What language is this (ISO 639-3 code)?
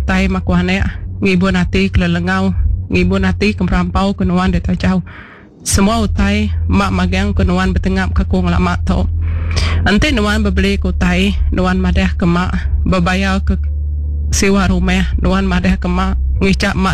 iba